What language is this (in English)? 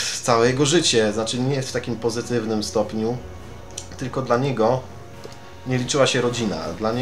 Polish